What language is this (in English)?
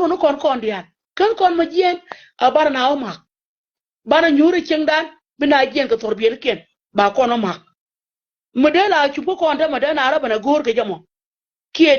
Nuer